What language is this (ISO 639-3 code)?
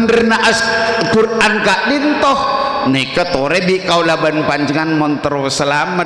mad